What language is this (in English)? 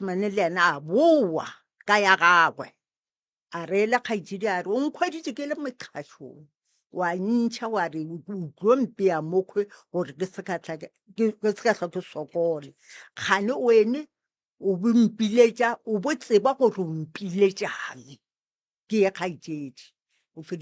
Northern Sotho